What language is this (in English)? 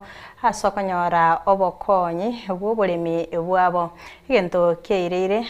Gusii